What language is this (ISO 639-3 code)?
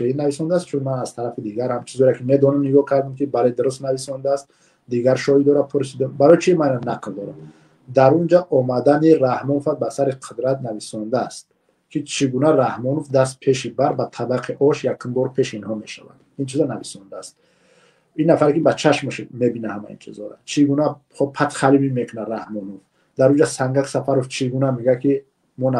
tgk